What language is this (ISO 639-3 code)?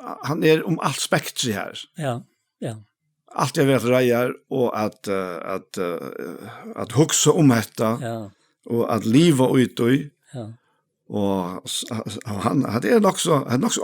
fao